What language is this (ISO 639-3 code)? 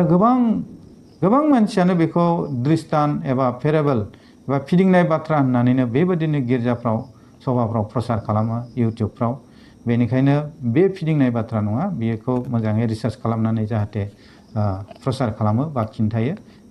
brx